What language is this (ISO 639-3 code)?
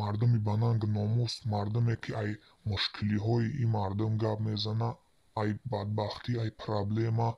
tgk